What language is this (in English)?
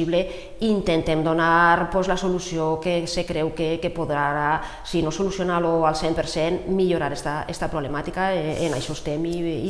Catalan